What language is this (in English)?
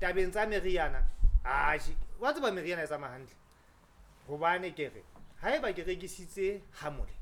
Southern Sotho